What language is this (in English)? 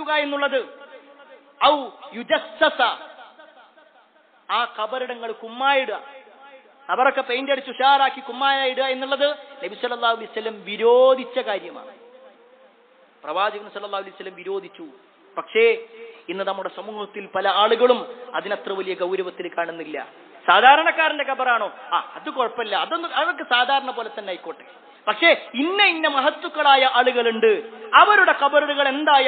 Malayalam